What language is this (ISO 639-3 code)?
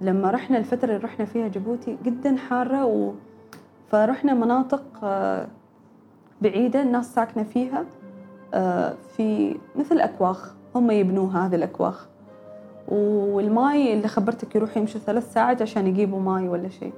afb